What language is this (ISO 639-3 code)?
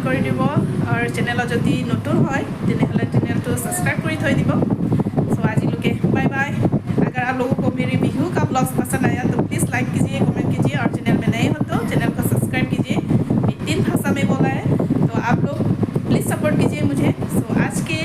mjw